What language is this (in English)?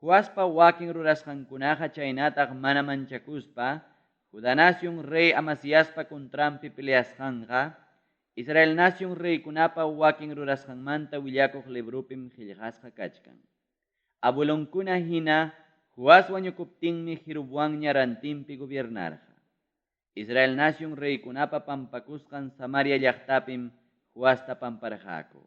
Ayacucho Quechua